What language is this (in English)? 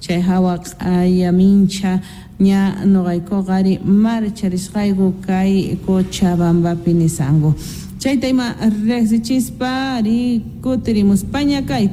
South Bolivian Quechua